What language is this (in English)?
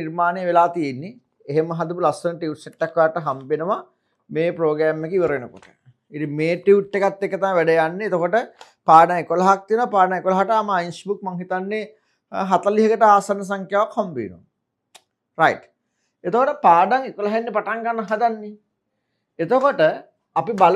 Sinhala